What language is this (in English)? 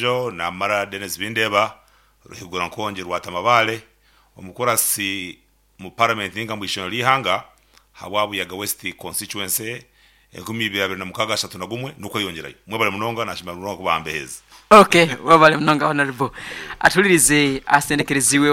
Nyankole